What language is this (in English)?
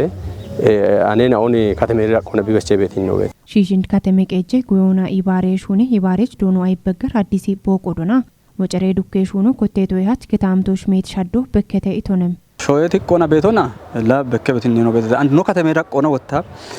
Kafa